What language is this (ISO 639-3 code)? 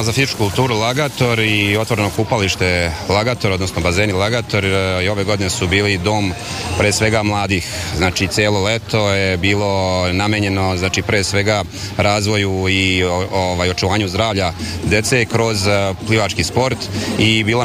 srp